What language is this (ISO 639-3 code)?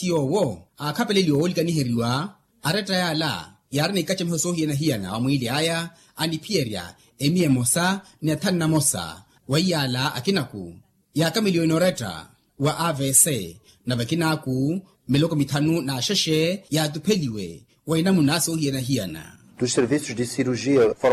vmw